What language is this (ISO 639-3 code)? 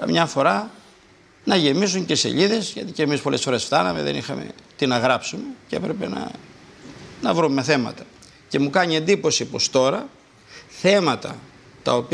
ell